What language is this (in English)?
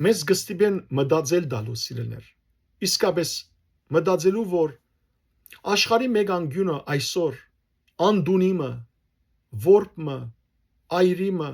Western Armenian